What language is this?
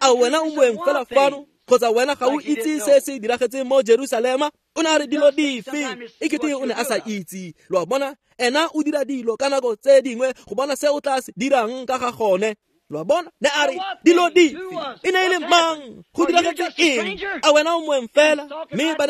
Tswana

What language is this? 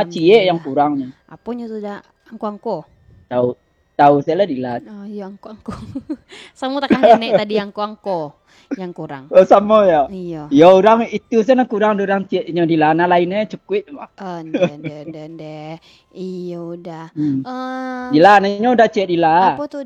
Minangkabau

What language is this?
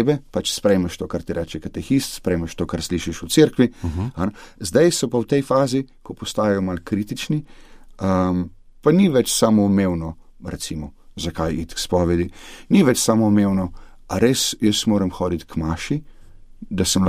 Slovenian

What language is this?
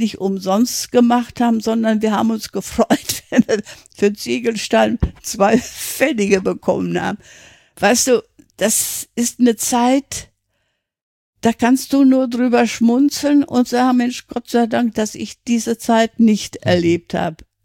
German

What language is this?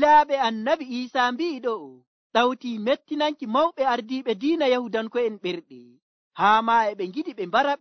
Nigerian Fulfulde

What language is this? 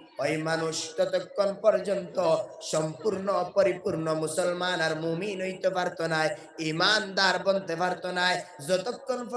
Sylheti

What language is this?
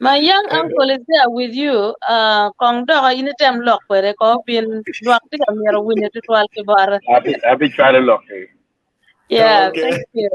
Acoli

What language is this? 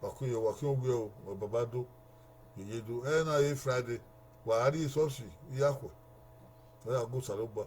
Bini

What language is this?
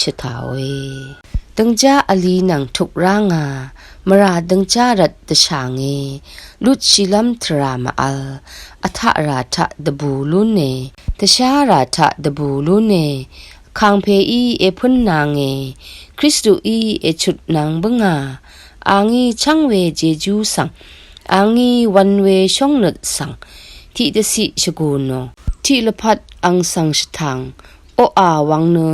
Rawang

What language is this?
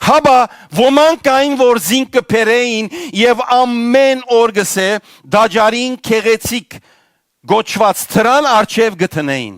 Western Armenian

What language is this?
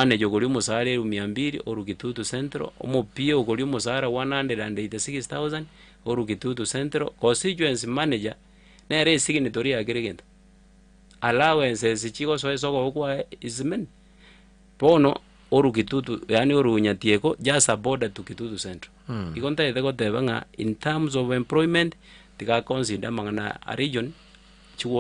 Gusii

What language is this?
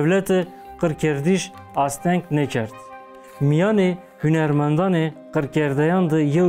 Zaza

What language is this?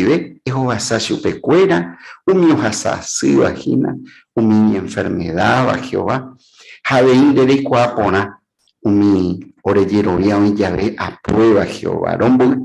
Guarani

